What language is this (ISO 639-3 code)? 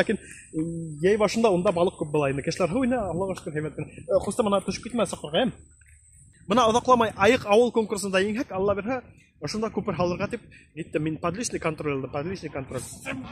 bak